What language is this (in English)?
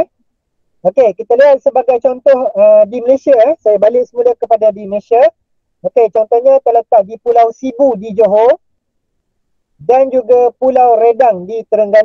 Malay